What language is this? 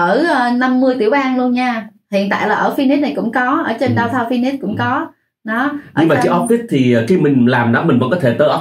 Vietnamese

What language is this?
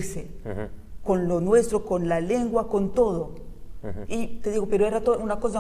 Ladino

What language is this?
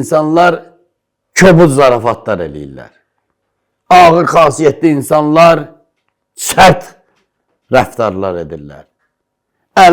Azerbaijani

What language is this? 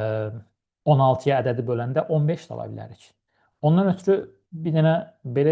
Azerbaijani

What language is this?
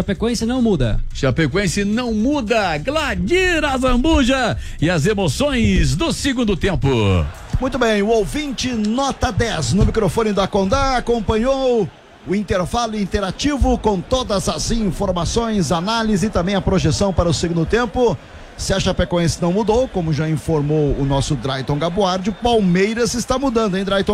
Portuguese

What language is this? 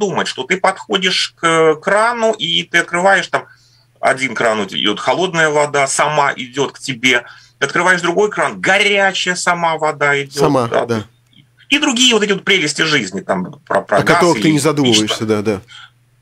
Russian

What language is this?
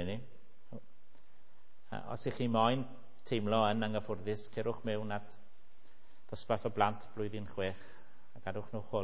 Welsh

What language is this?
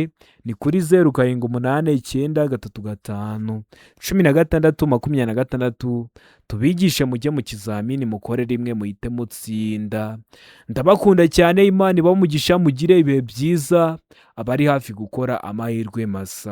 Kinyarwanda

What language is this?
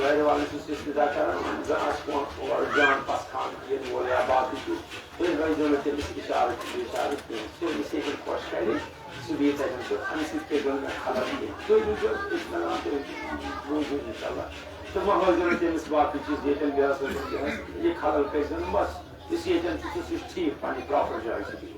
Kashmiri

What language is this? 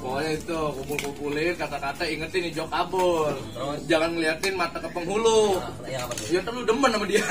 Betawi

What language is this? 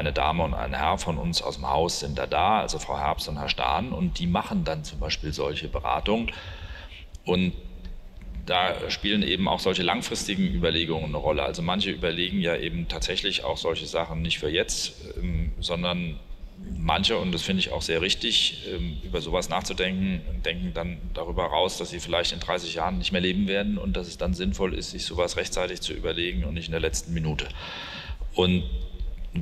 German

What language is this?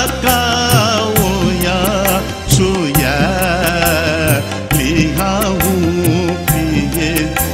Newari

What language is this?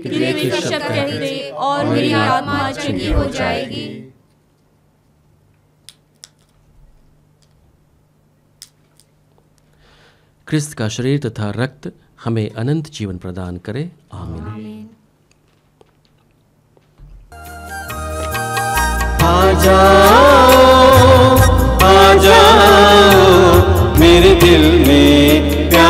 Hindi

